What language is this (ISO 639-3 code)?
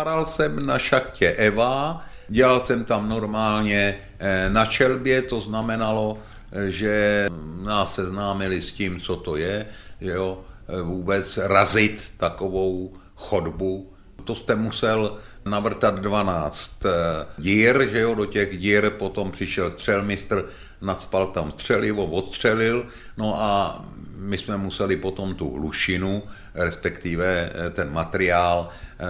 ces